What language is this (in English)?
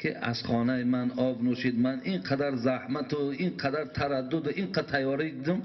Tajik